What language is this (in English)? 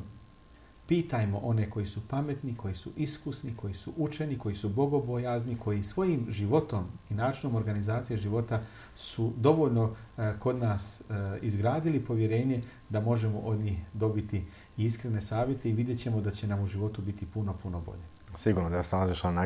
Bosnian